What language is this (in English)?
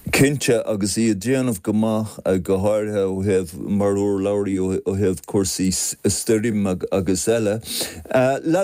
Irish